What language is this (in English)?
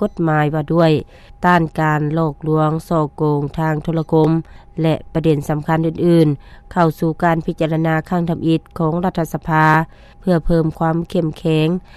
Lao